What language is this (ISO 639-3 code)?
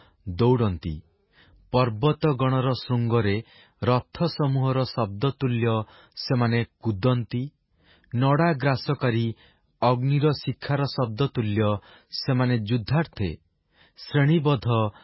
ori